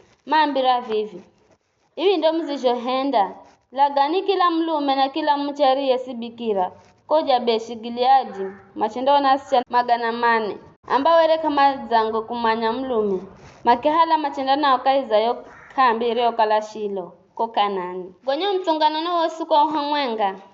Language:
Giryama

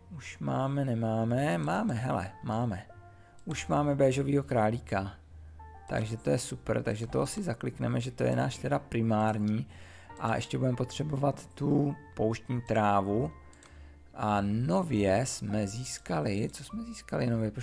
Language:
Czech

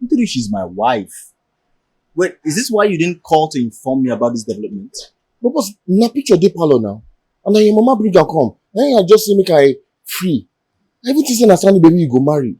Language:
Nigerian Pidgin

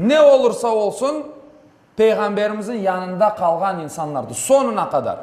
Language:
Crimean Tatar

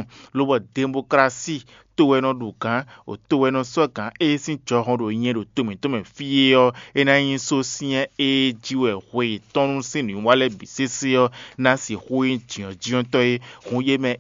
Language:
Fon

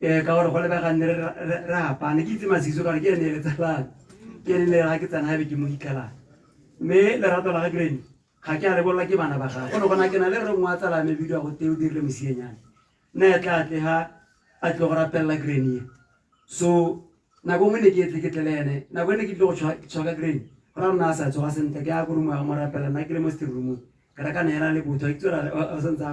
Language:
Tswana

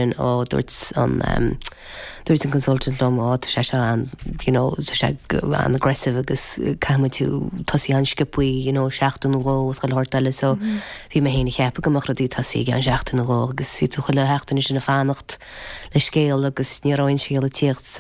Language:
Irish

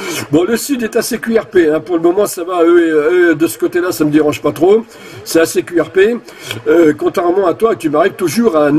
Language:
French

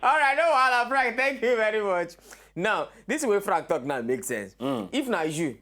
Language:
Nigerian Pidgin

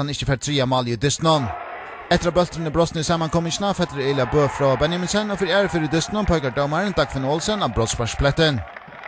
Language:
Faroese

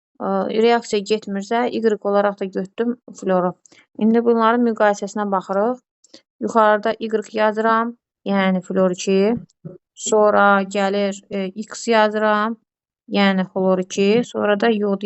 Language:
Azerbaijani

